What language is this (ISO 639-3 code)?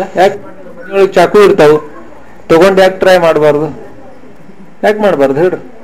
kan